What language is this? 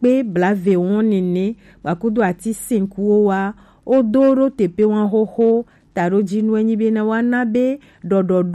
Gen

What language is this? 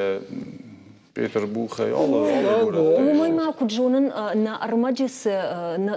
Ossetic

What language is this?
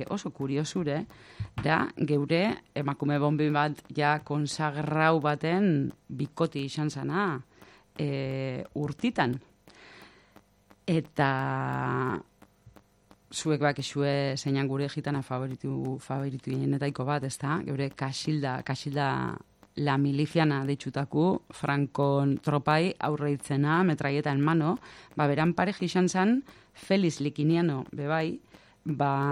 Basque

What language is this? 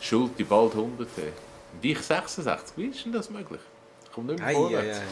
Swiss German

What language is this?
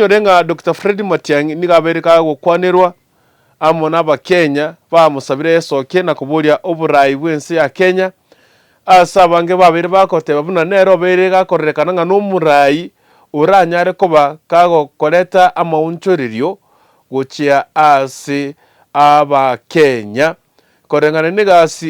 Gusii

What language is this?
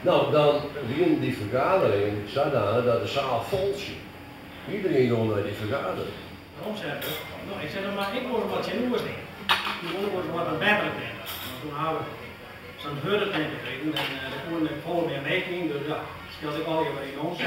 Western Frisian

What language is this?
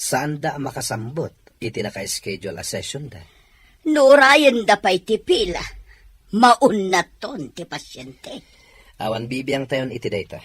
Iloko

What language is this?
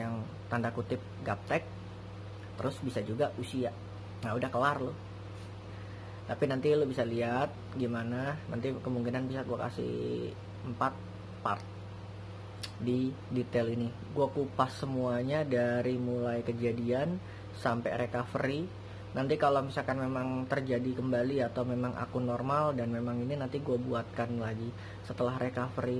Indonesian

